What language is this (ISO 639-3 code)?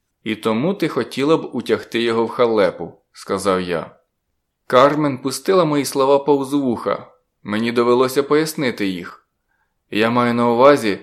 ukr